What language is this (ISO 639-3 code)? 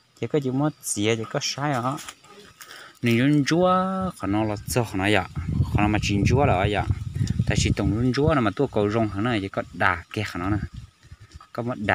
hmn